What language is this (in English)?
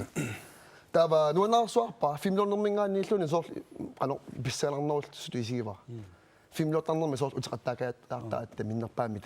Kalaallisut